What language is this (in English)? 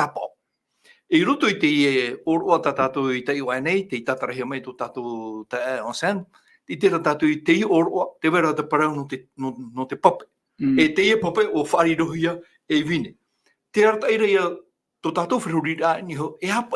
Tahitian